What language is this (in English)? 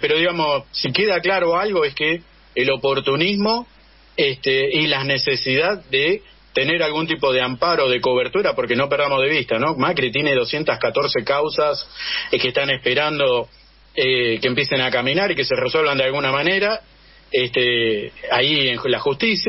Spanish